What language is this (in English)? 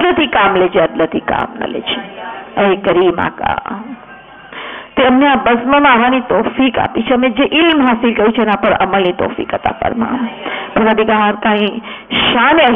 Gujarati